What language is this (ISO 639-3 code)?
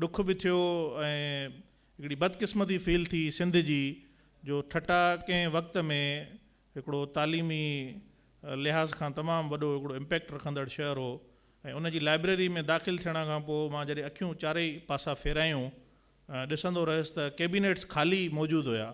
snd